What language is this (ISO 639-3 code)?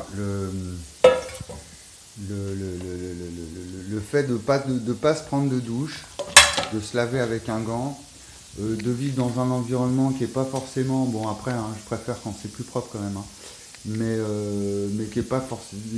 fra